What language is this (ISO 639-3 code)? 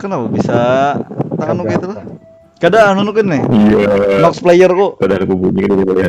bjn